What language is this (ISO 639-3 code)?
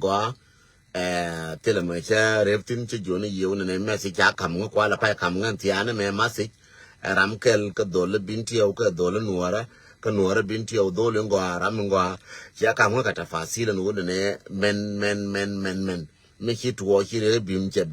nus